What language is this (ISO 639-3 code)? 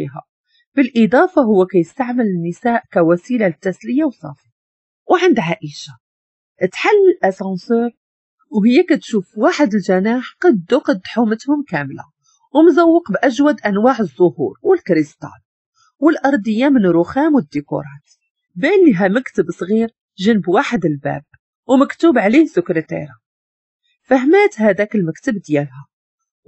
ary